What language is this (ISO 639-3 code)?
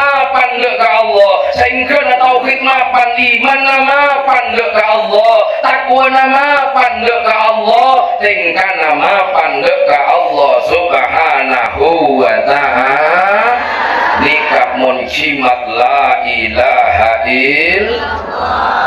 mad